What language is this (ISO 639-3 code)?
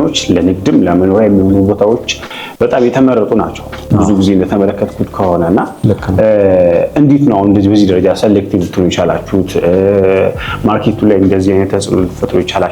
amh